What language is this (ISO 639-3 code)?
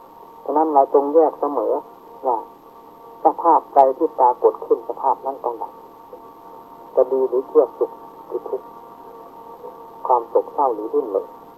tha